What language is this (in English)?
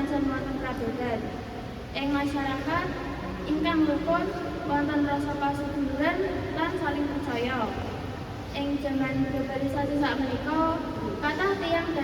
Javanese